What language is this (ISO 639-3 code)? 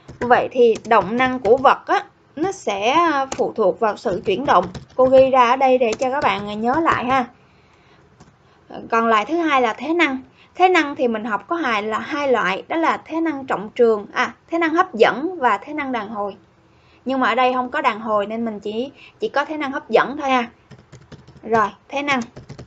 vie